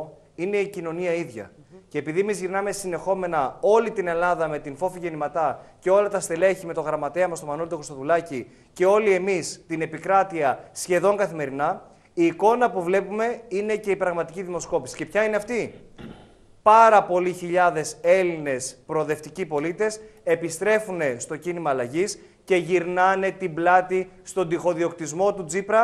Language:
Greek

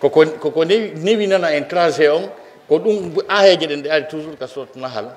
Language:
Pular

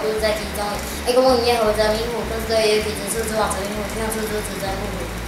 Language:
Literary Chinese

